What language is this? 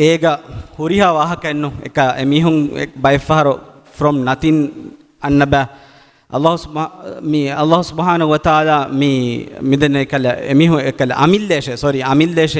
Divehi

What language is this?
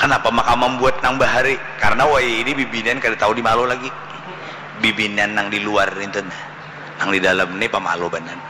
Banjar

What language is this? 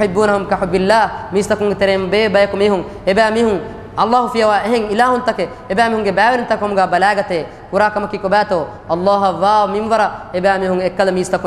Divehi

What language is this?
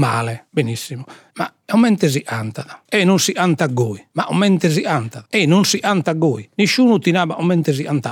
Sardinian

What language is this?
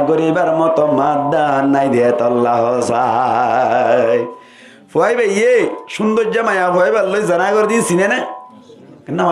Rohingya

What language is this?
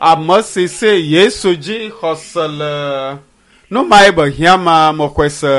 Ewe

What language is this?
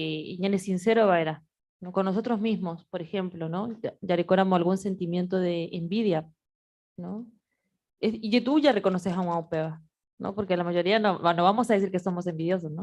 Guarani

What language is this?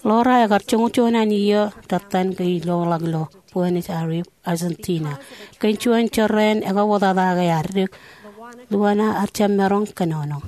Marshallese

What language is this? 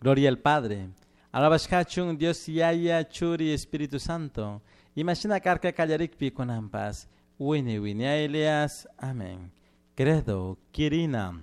Chimborazo Highland Quichua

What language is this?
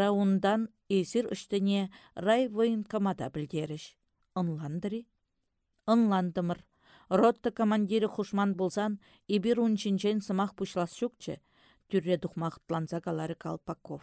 Chuvash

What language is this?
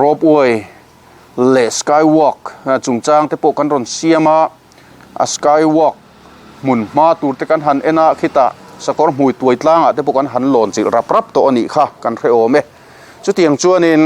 Mizo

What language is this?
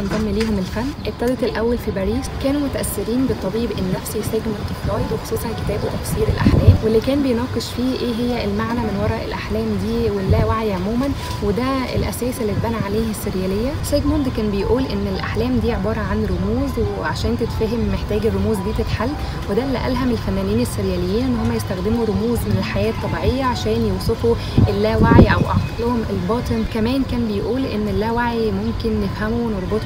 Egyptian Arabic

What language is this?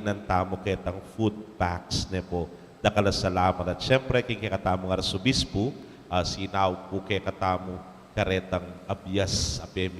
Pampanga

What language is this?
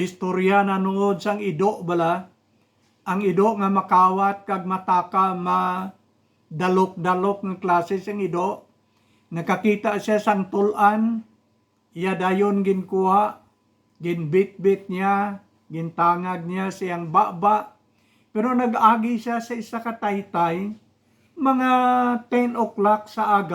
Hiligaynon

